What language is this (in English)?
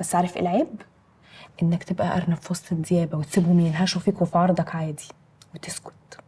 Egyptian Arabic